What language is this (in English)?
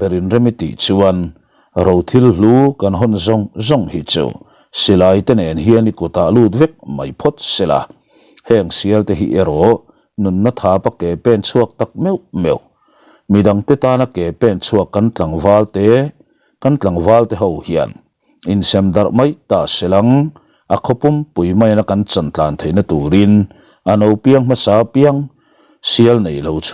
Mizo